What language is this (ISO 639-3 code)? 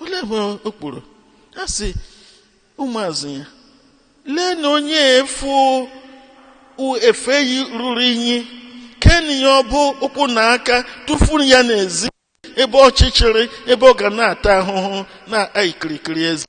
ibo